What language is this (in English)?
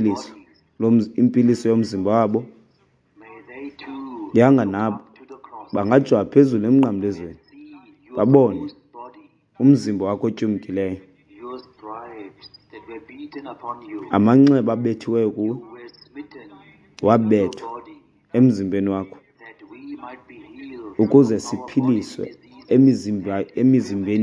Xhosa